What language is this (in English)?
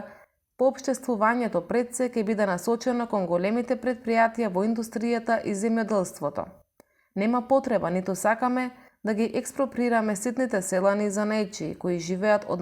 Macedonian